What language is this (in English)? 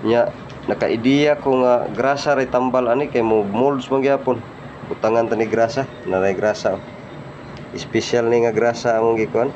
Cebuano